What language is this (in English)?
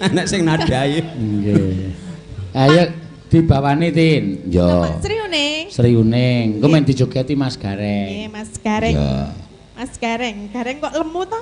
Javanese